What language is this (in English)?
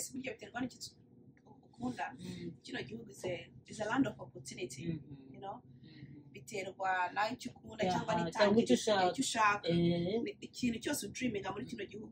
Kinyarwanda